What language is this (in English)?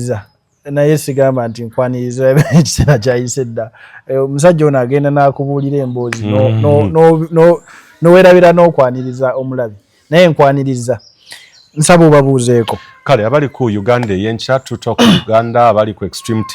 Ganda